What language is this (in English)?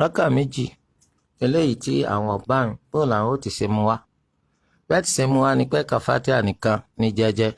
Yoruba